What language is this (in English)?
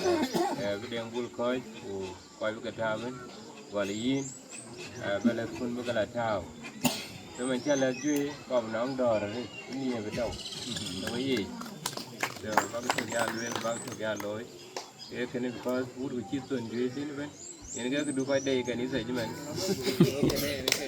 Dinka